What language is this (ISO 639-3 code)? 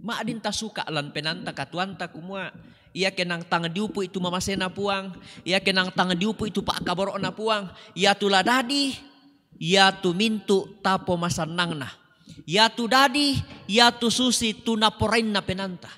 sda